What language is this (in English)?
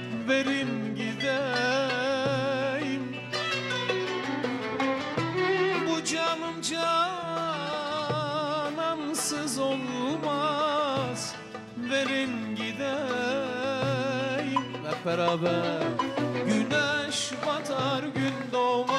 Turkish